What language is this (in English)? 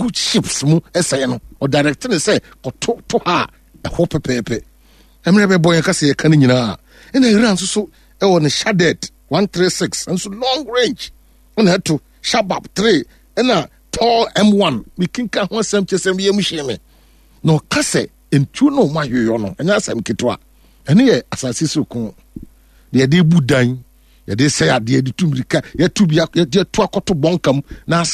Akan